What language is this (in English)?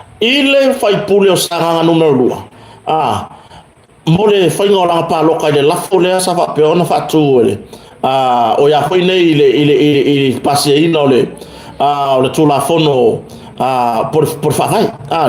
Samoan